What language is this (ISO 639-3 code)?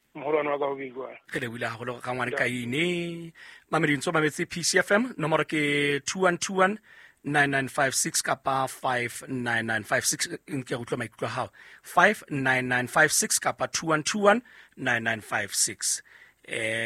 sot